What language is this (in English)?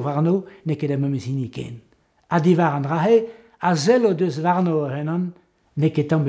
Breton